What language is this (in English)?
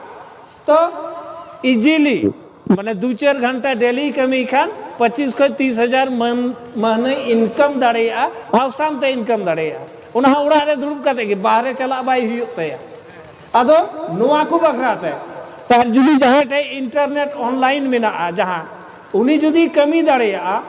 Santali